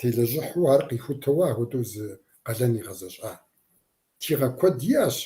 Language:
Kabardian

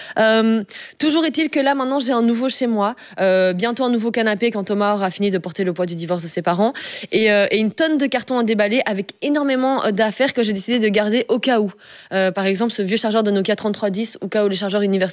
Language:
French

